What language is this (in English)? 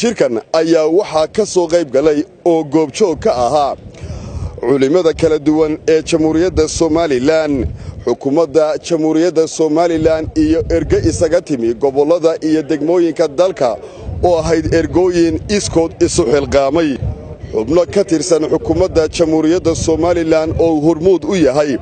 Somali